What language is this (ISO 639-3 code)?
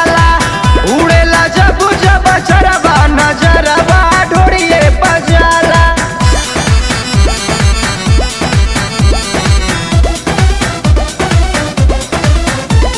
bho